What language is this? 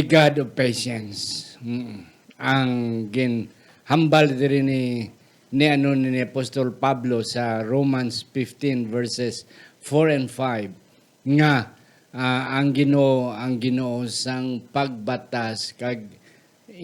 Hiligaynon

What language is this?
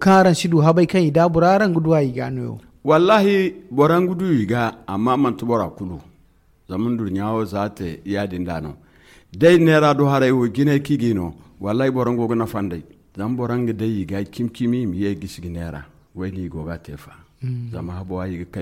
Zarma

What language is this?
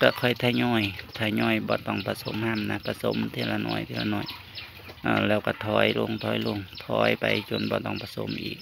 Northeastern Thai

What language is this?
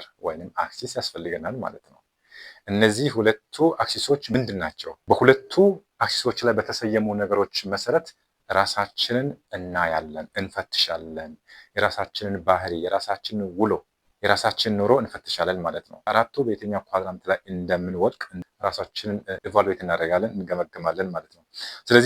Amharic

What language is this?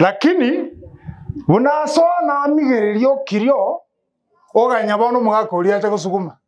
Gusii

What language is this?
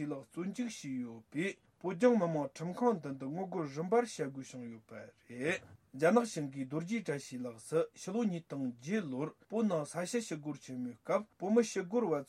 Tibetan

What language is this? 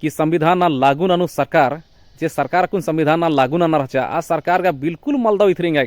Kurukh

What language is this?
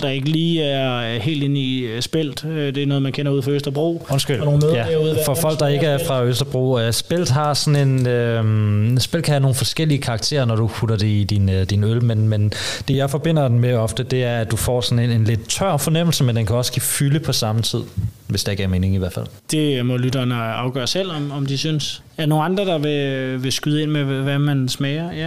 Danish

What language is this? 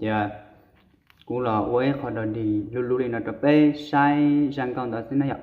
Hmong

